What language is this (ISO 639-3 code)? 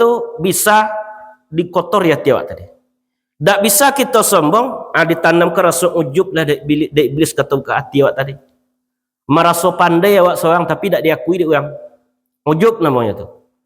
min